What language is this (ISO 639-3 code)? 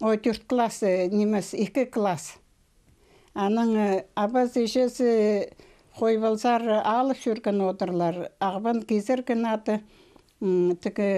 kjh